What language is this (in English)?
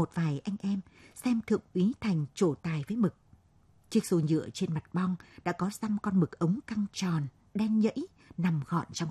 Vietnamese